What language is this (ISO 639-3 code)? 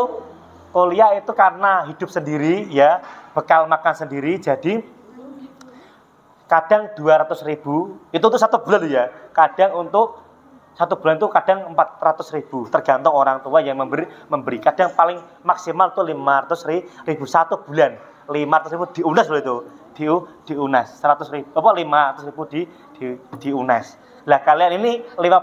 ind